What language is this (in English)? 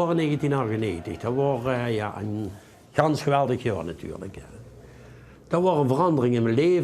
Limburgish